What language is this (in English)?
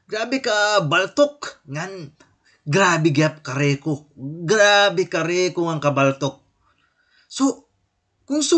Waray